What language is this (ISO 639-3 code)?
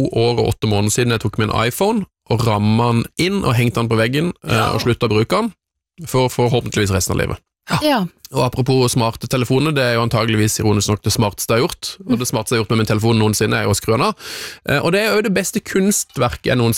nor